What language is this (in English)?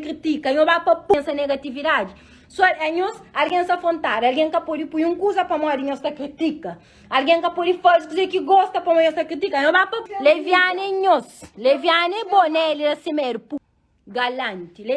Kabuverdianu